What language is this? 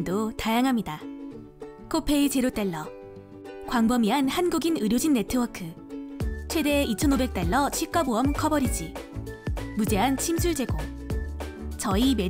Korean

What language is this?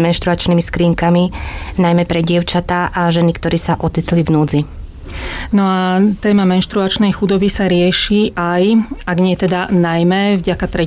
Slovak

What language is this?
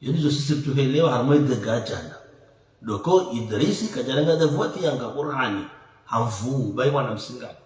Ngazidja Comorian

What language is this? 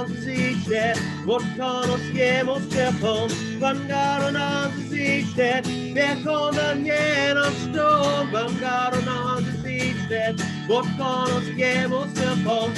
Plautdietsch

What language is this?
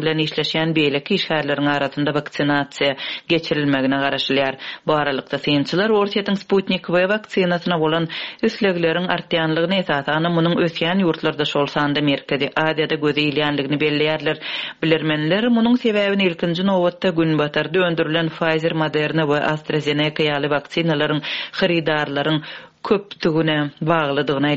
Turkmen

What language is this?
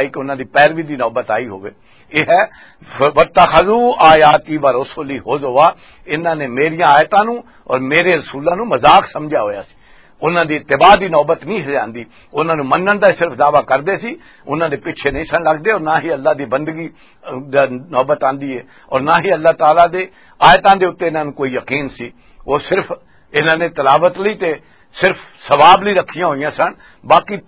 Western Panjabi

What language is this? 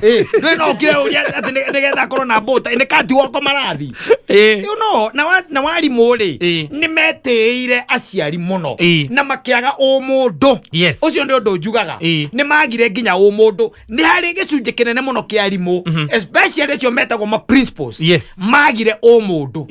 Kikuyu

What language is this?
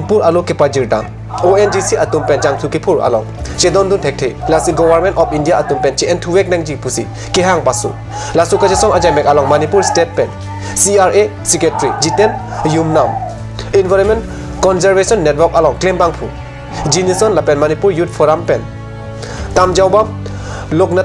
Karbi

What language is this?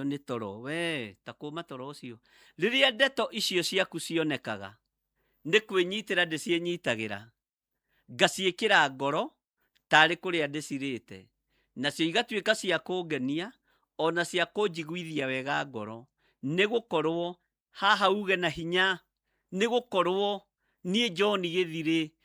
Kikuyu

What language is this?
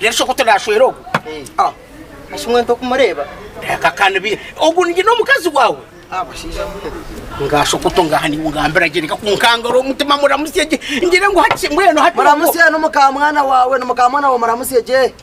Nyankole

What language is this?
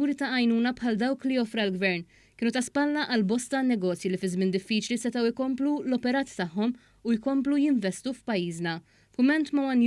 Maltese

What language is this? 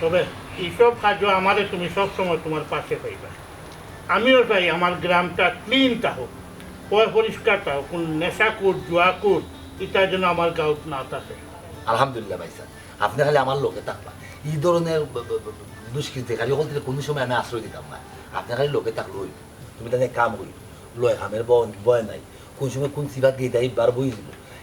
Sylheti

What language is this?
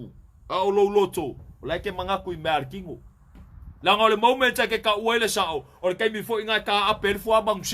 Samoan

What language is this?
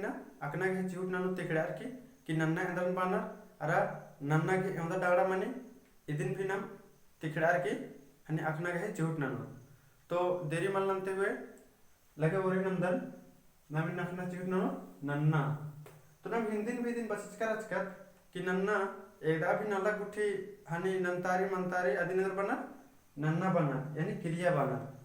Kurukh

